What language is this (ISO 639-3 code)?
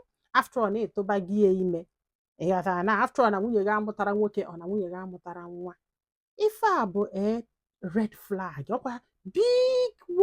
ibo